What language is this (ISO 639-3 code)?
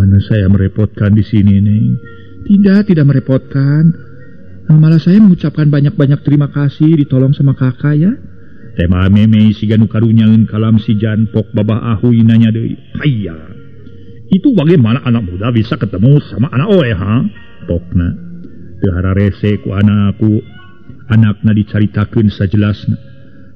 sun